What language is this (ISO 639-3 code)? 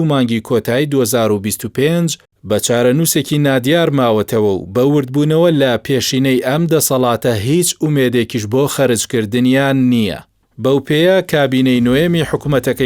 ckb